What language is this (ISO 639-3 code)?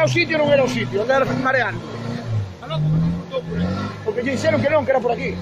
glg